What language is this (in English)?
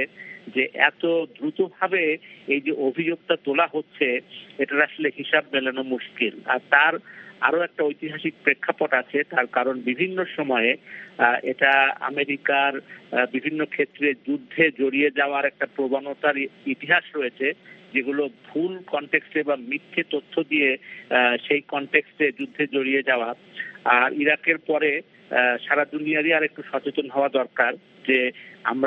Bangla